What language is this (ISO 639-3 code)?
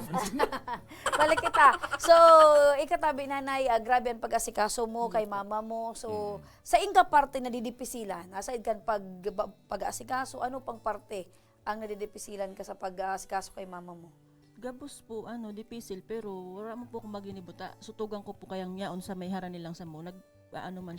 bik